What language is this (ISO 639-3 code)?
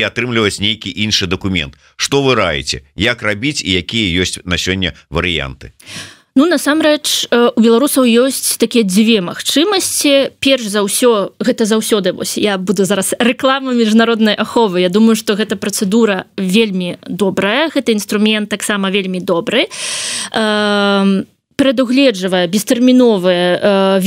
bel